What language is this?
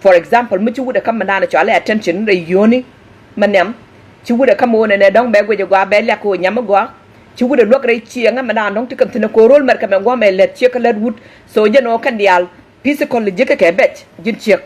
Nuer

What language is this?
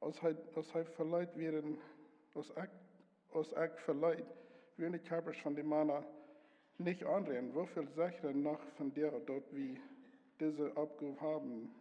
Plautdietsch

